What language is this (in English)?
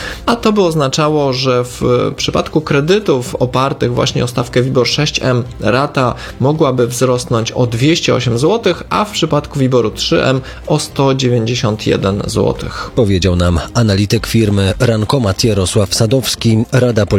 Polish